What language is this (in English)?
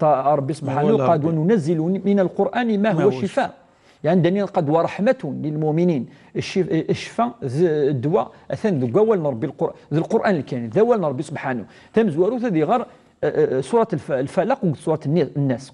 Kabyle